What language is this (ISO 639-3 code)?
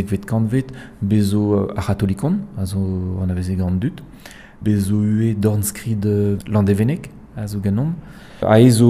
bre